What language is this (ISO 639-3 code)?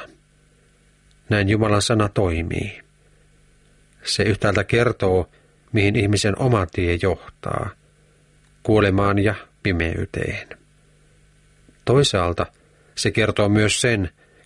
fin